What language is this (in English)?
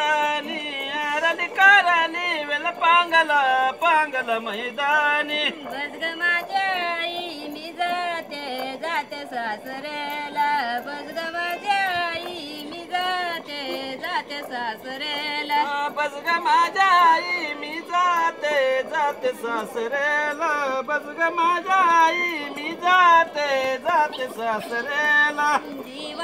Marathi